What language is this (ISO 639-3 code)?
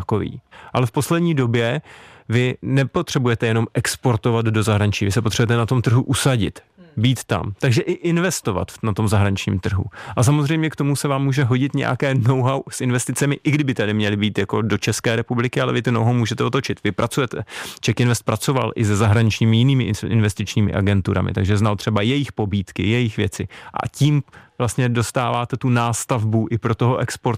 ces